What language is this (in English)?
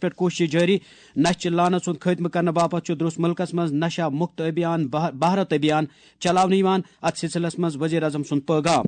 Kashmiri